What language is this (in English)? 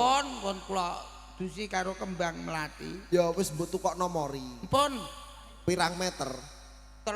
Javanese